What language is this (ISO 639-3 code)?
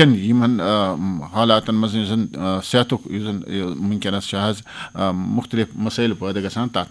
kas